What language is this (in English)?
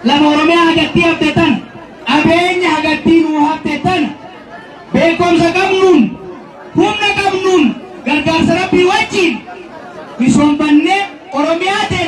Oromo